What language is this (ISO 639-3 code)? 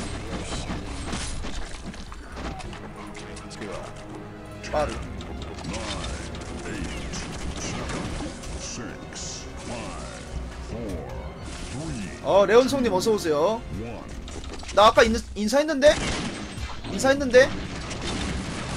kor